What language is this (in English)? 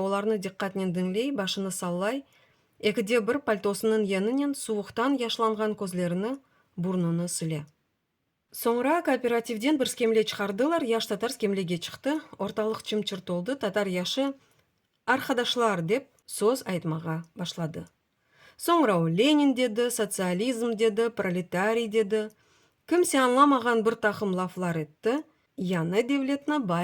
Crimean Tatar